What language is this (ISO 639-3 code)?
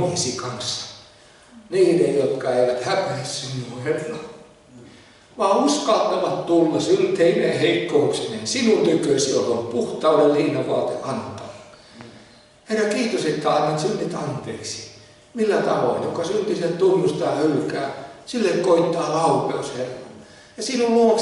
fin